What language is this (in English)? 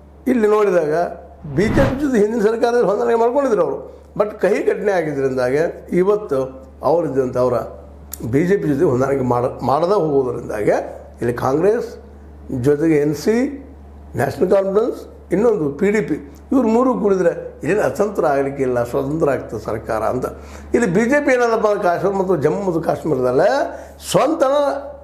Kannada